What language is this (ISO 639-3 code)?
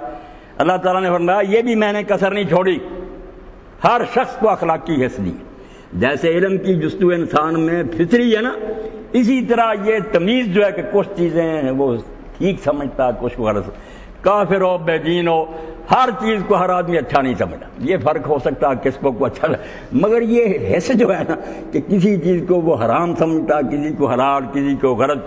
urd